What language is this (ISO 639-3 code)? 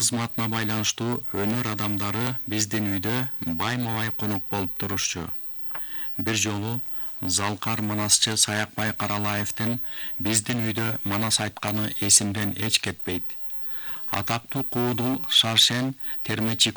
kir